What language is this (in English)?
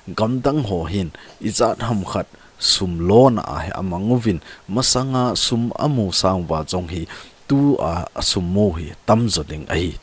Thado Chin